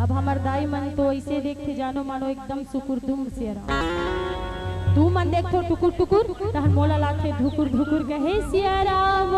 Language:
Chhattisgarhi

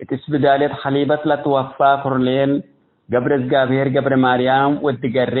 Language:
Tigre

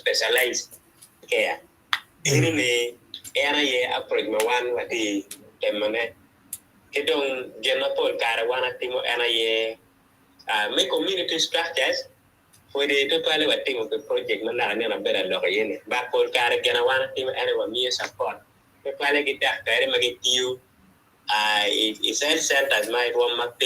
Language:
Acoli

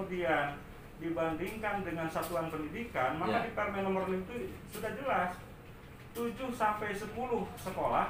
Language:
Indonesian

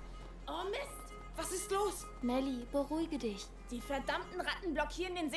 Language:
Bavarian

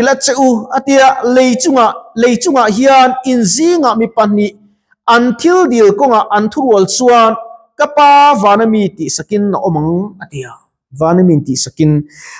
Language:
Mizo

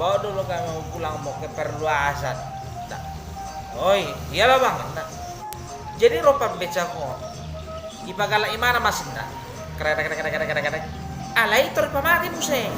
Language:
Batak Toba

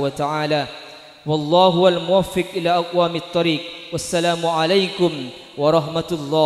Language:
Madurese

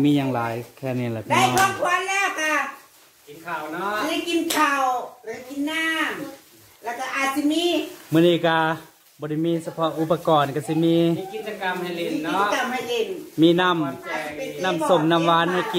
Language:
Northeastern Thai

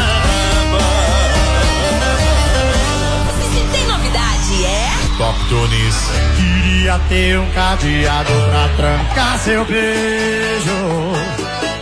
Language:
Portuguese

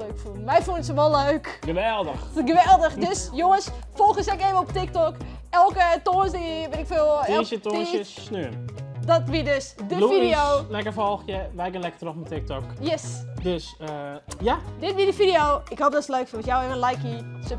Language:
Western Frisian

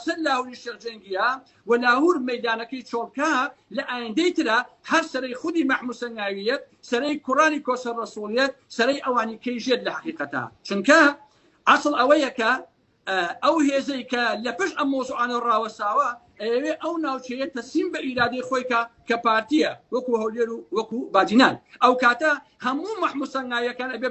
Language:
Central Kurdish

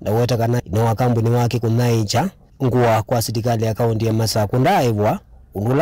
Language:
Kamba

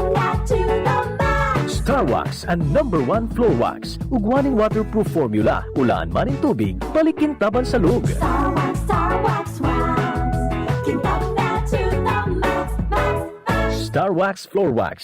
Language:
Bikol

